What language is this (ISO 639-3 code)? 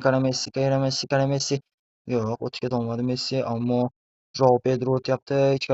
uzb